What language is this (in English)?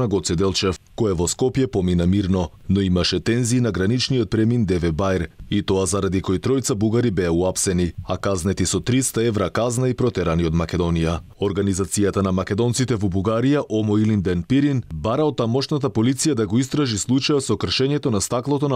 Macedonian